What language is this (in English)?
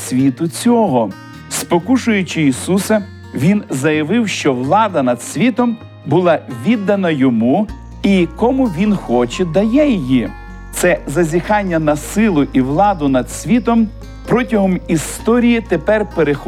Ukrainian